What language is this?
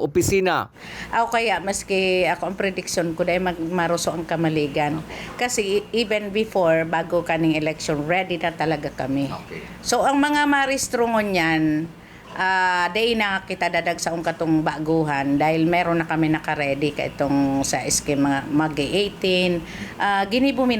Bikol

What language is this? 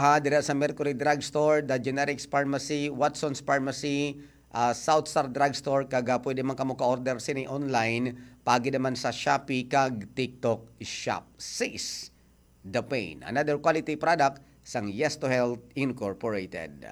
Hiligaynon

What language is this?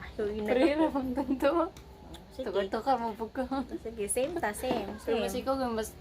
Cebuano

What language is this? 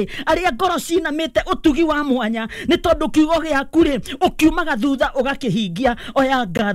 Kikuyu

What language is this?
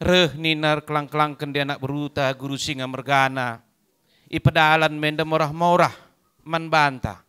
Batak Karo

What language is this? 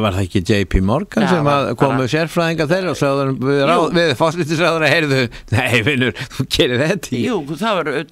Icelandic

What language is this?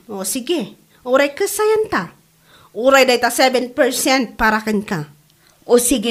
Iloko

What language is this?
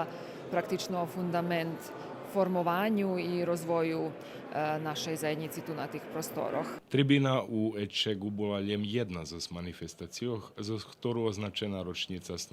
Rusyn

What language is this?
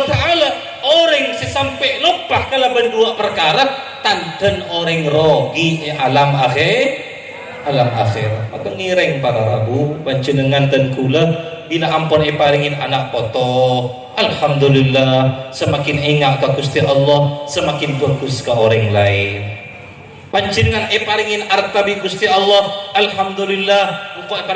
Madurese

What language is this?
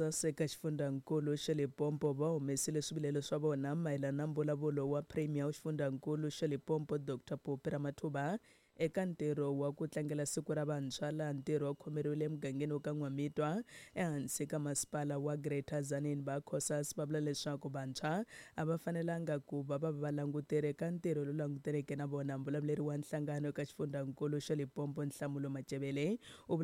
Tsonga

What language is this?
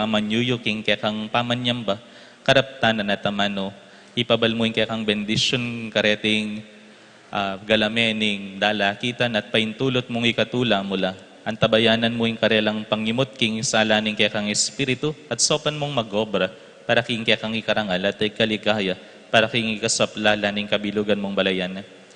Pampanga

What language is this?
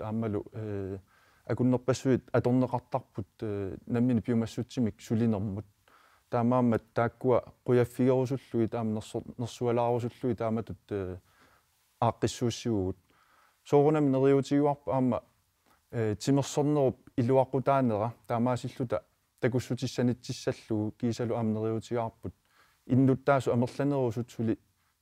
Kalaallisut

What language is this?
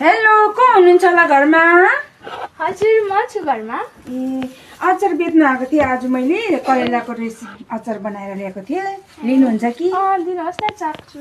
Nepali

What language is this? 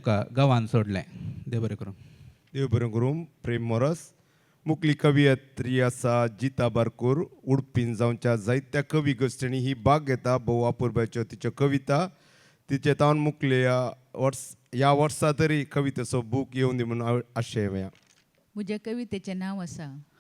Konkani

